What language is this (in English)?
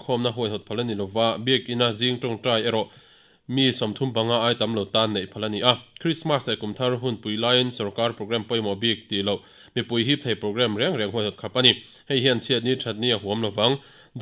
Mizo